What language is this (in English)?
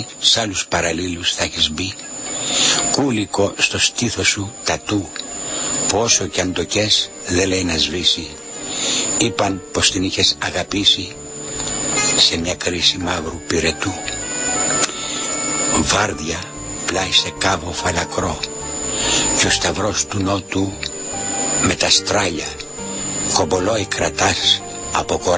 Greek